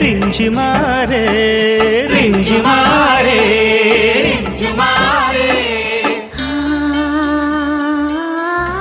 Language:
Telugu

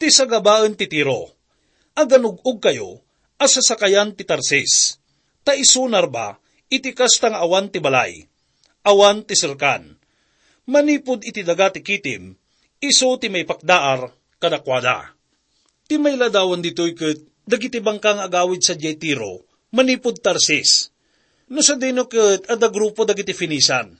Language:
Iloko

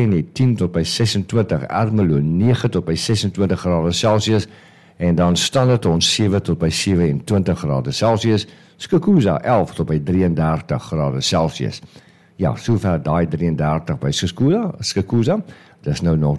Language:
Afrikaans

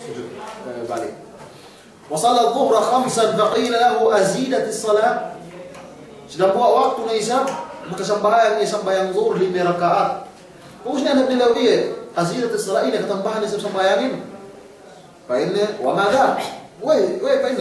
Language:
Yakan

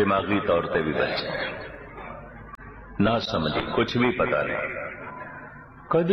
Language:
Punjabi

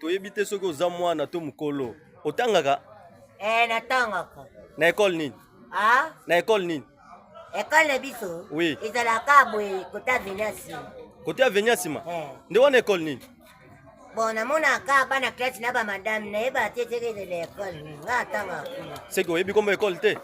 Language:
Lingala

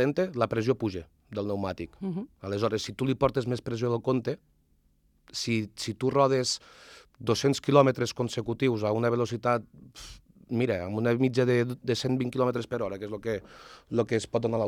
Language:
Catalan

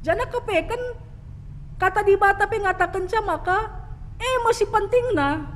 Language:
Batak Karo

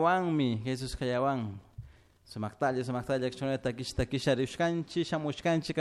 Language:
Chimborazo Highland Quichua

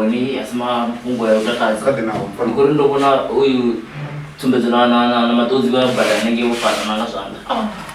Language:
Venda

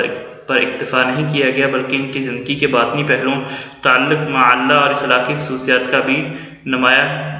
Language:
Urdu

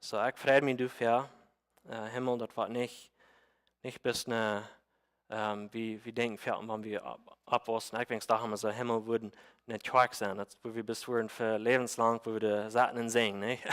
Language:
Plautdietsch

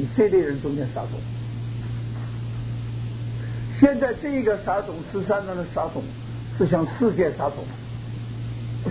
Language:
Chinese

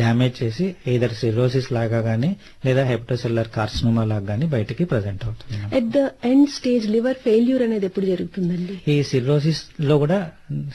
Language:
Telugu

